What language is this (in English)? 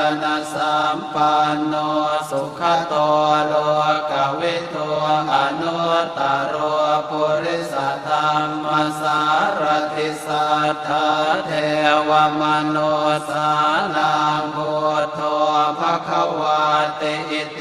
Pali